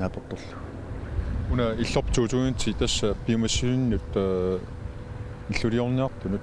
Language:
Kalaallisut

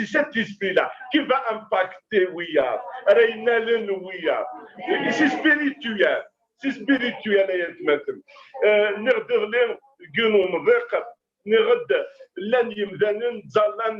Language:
Kabyle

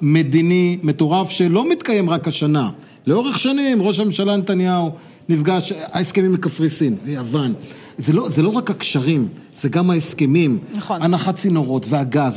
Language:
Hebrew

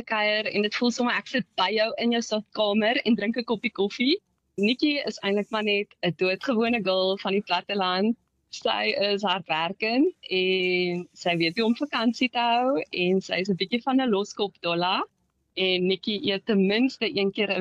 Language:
Afrikaans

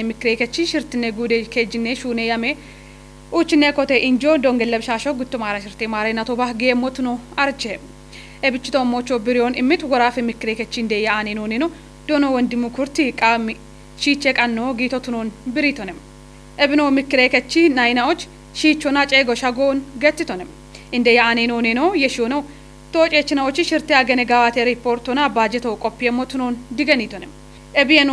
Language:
Kafa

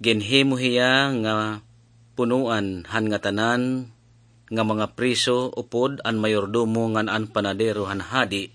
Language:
Waray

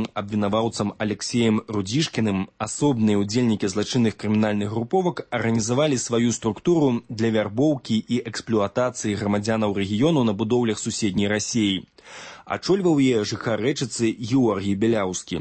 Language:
Belarusian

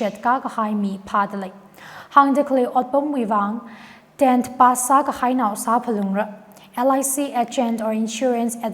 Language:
Tangkhul Naga (India)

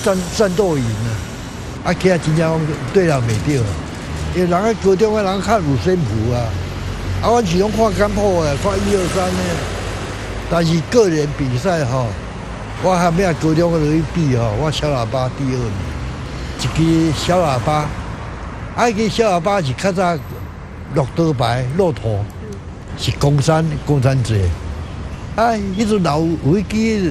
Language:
Min Nan Chinese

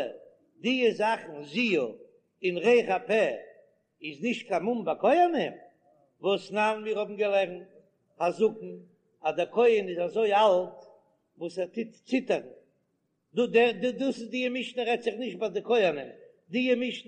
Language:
Yiddish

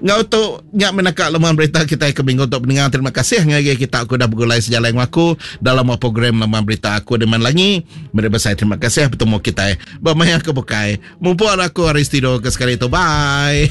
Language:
Iban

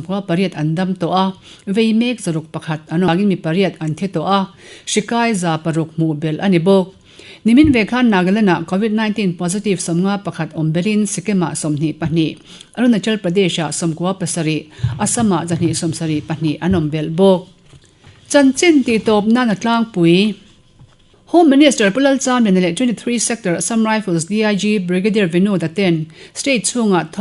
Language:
Mizo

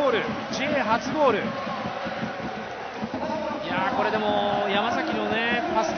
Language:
Japanese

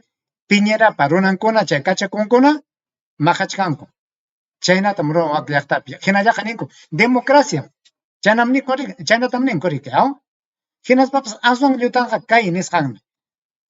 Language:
Ayacucho Quechua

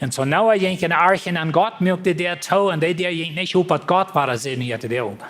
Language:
Plautdietsch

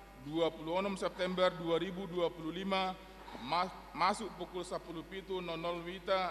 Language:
Batak Toba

